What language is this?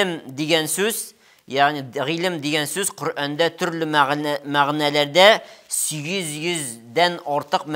Tatar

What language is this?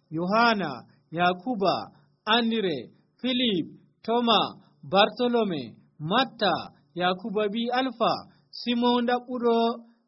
Nigerian Fulfulde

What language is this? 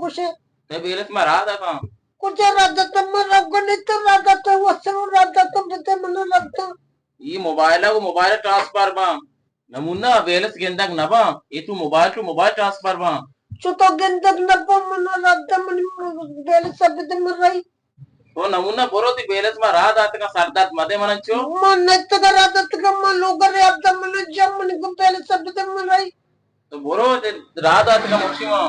Eastern Balochi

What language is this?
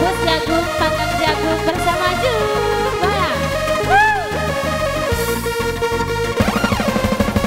Indonesian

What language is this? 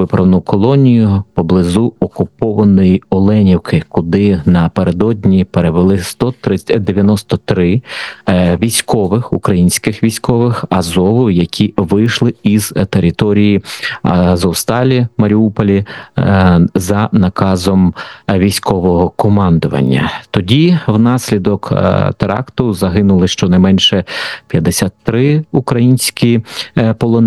Ukrainian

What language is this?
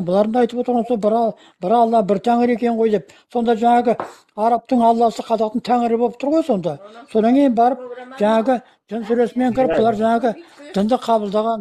Kazakh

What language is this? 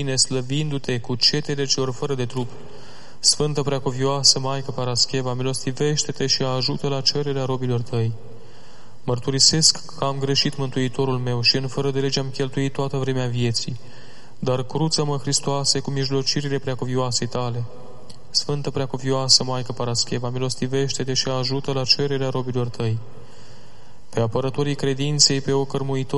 Romanian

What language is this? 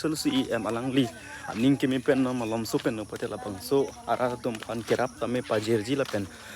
Karbi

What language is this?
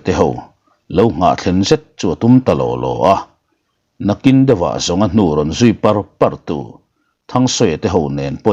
Mizo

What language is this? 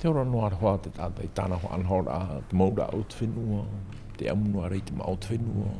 Tahitian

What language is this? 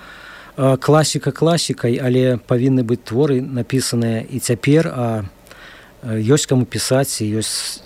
Belarusian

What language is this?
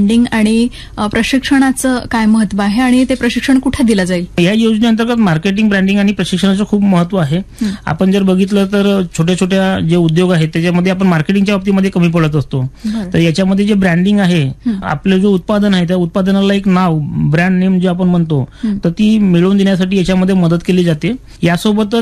Marathi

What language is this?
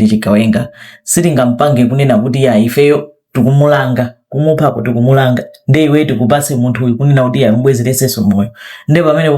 Nyanja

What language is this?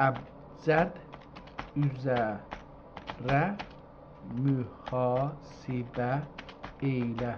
South Azerbaijani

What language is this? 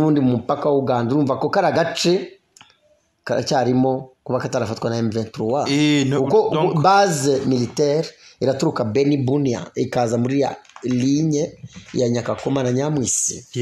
Kinyarwanda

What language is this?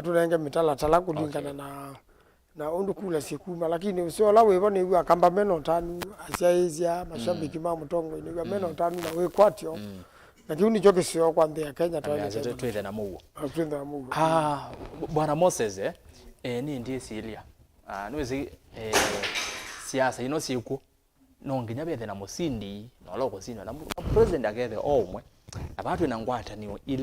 Kamba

